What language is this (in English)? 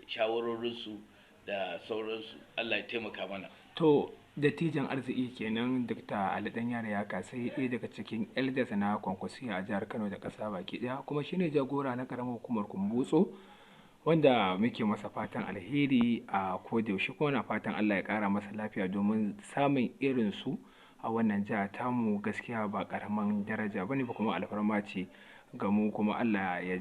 Hausa